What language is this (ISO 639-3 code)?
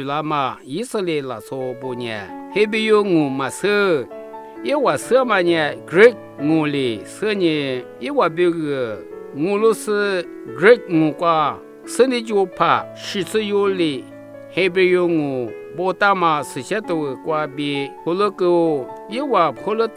lis